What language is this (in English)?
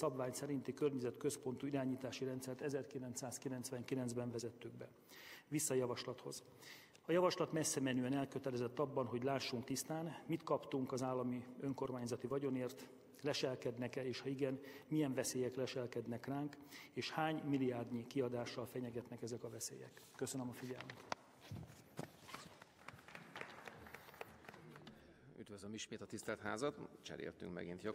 Hungarian